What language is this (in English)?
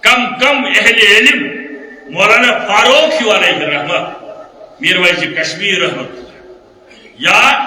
Kashmiri